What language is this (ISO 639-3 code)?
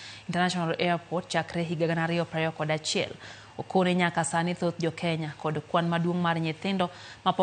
luo